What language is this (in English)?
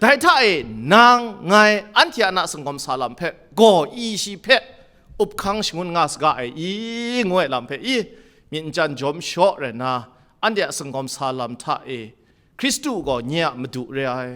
Kachin